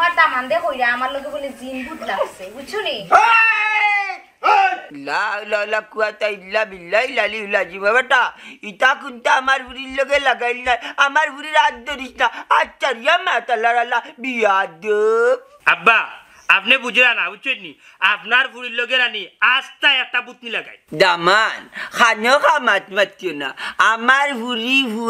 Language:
Sylheti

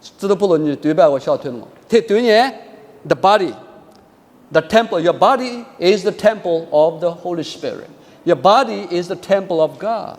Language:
Lisu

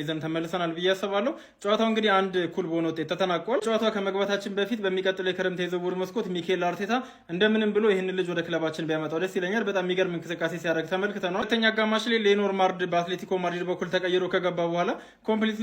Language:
Amharic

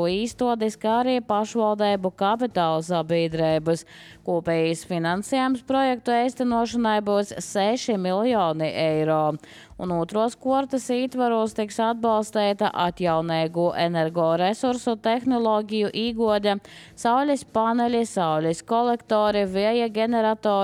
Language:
Latvian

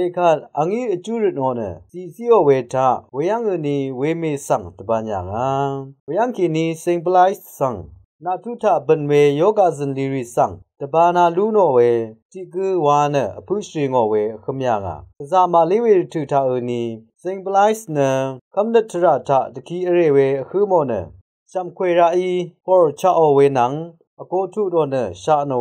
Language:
Rawang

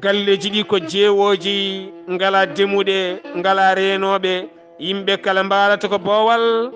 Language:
Fula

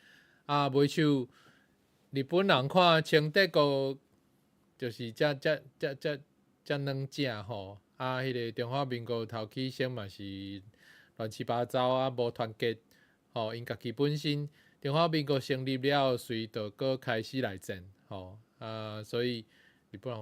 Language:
Min Nan Chinese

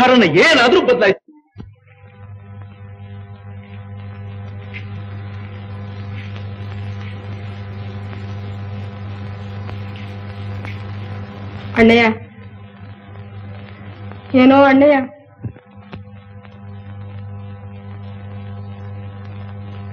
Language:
Kannada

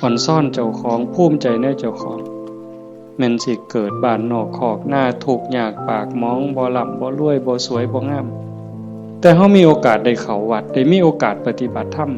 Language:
Northeastern Thai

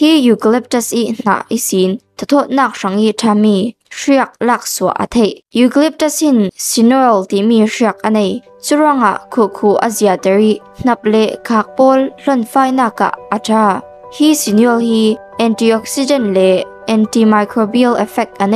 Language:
Falam Chin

